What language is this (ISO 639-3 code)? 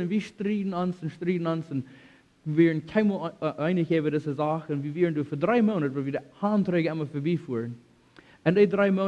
pdt